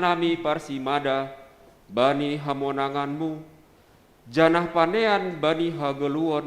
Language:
Batak Simalungun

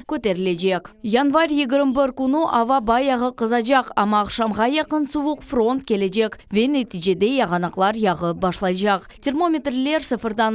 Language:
Crimean Tatar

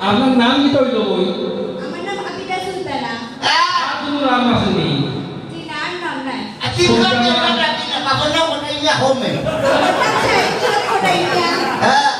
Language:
Sylheti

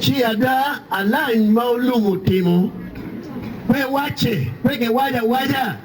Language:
Acoli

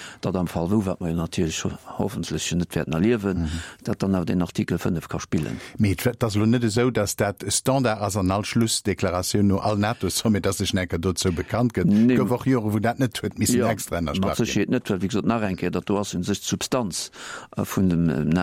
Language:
Luxembourgish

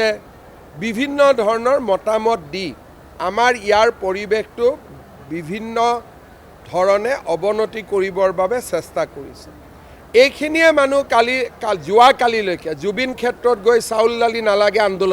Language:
Assamese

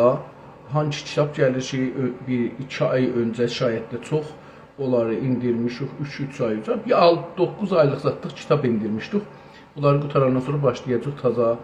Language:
South Azerbaijani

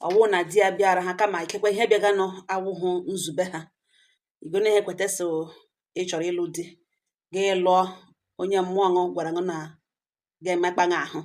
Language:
Igbo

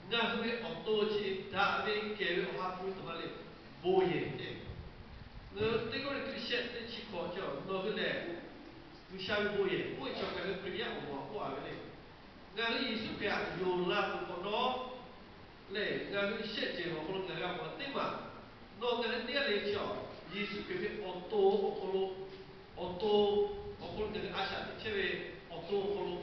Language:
Lahu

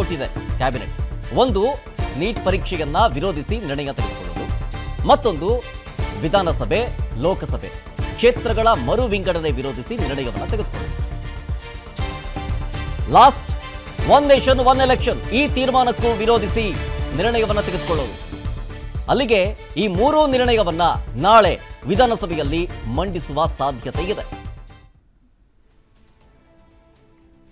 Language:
Kannada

